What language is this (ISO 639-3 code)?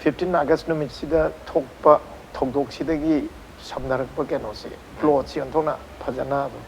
mni